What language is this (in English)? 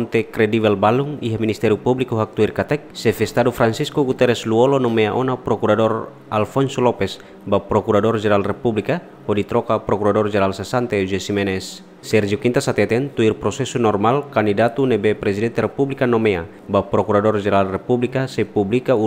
Tetum